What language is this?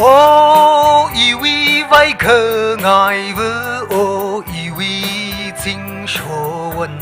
Tangkhul Naga (India)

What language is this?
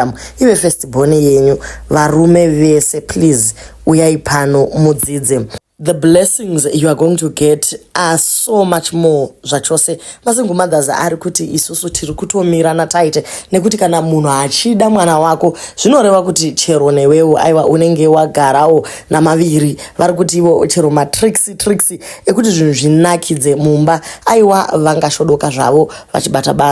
Shona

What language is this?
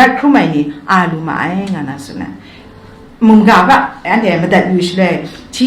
Kachin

